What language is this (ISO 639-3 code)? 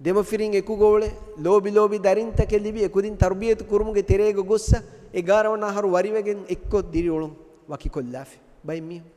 div